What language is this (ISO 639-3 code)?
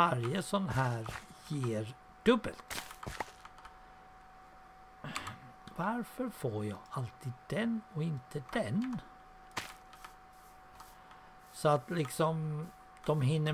swe